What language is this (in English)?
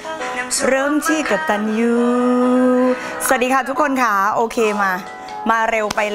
Thai